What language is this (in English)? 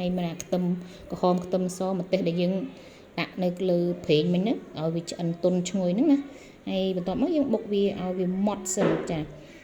Khmer